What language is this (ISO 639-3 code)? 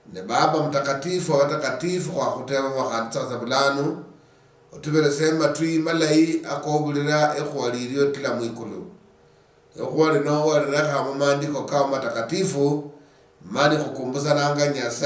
luy